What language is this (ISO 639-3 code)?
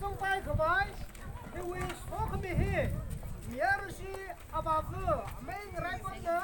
nmf